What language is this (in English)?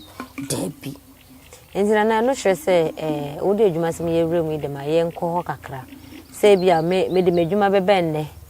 Akan